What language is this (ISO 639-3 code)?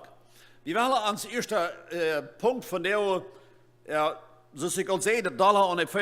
pdt